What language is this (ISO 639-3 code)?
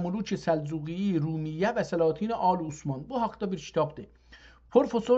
azb